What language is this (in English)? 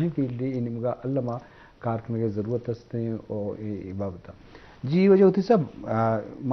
Baluchi